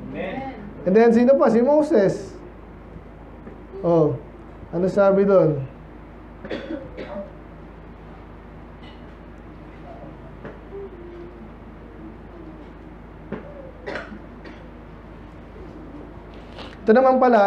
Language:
Filipino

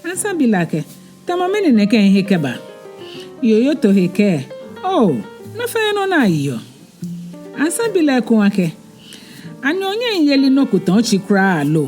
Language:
Ga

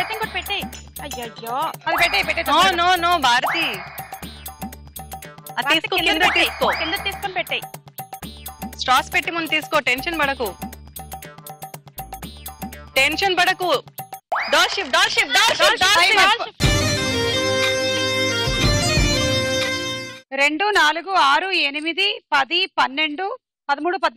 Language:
Telugu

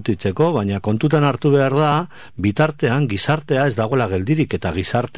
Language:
Basque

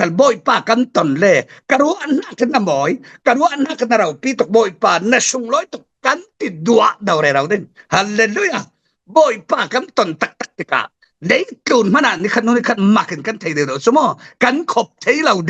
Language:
Falam Chin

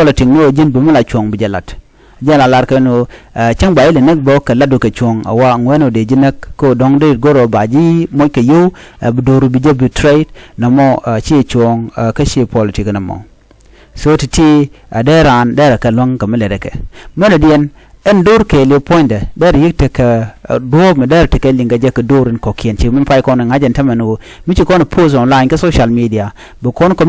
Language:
Nuer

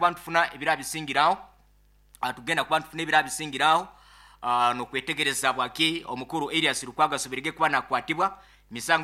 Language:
Nyankole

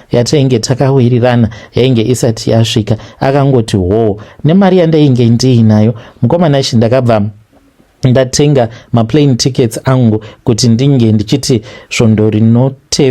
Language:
Shona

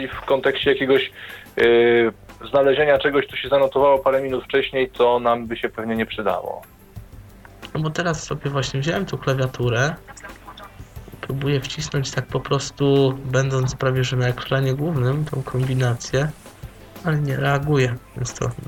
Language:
Polish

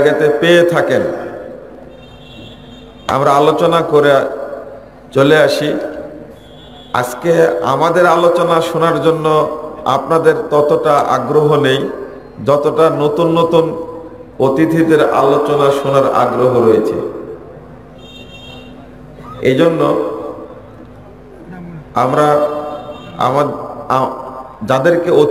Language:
Bangla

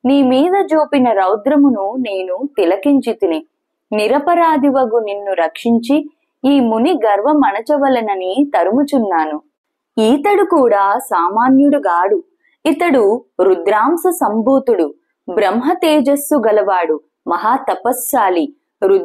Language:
Telugu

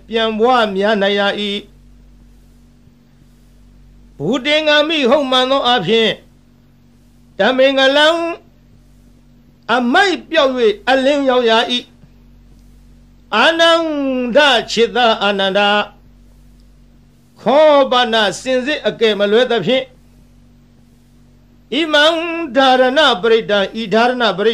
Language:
Burmese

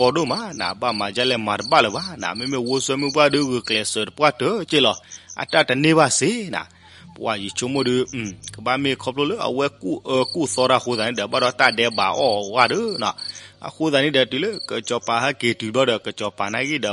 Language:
S'gaw Karen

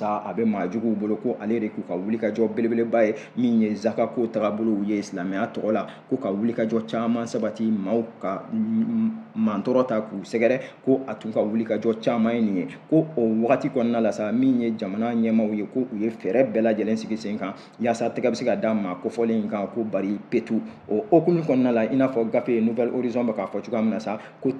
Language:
Bambara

